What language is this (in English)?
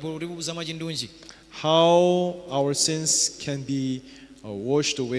Nyanja